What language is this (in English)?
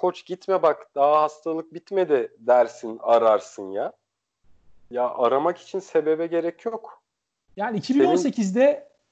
Turkish